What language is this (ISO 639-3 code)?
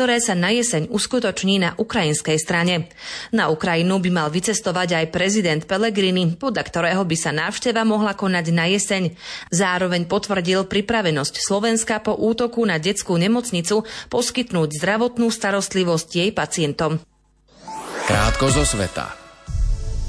slk